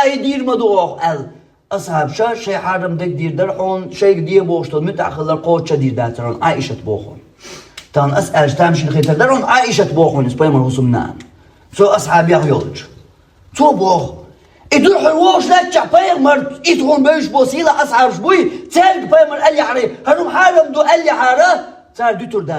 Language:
Chechen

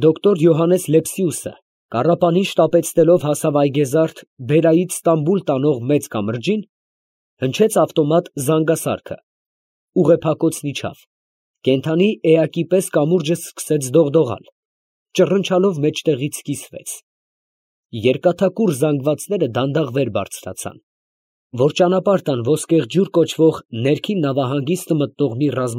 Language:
Armenian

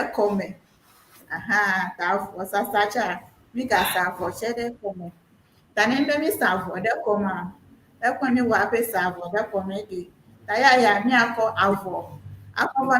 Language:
Ewe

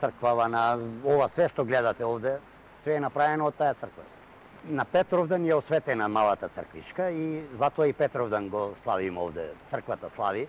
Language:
Macedonian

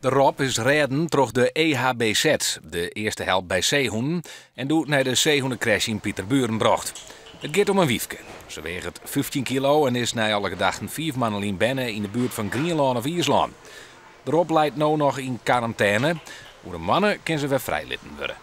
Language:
Western Frisian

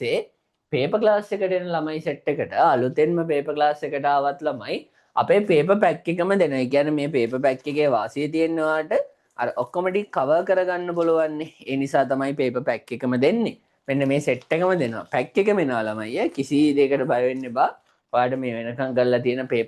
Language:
Sinhala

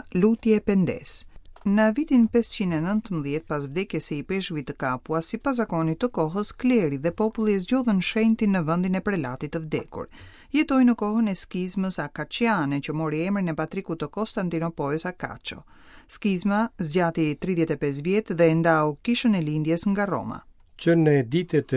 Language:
Albanian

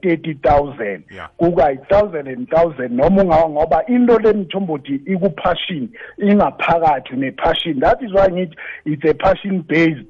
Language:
South Ndebele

